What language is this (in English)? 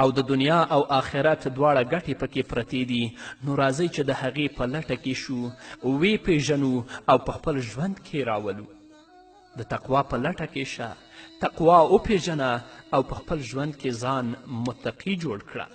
Pashto